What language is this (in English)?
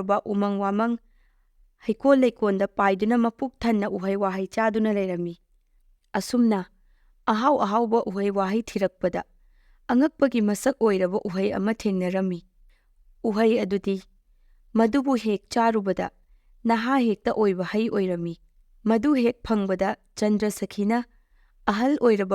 Manipuri